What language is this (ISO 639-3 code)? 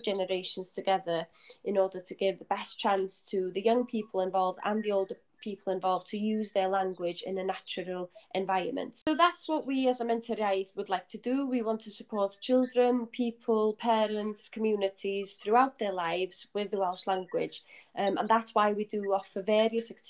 eng